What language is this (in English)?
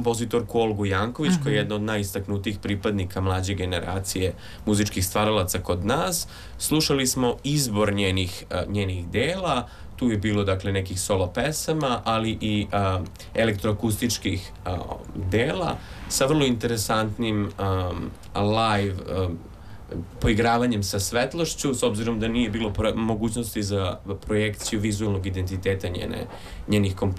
Serbian